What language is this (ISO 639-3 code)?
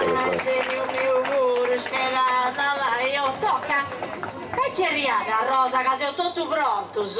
srd